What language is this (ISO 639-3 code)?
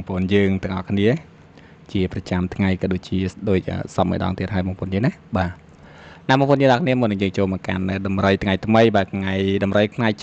khm